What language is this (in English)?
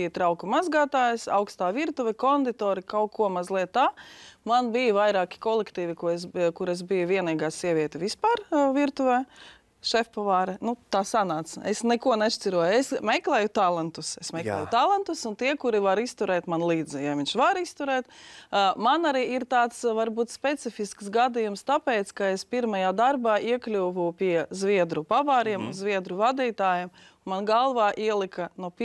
Latvian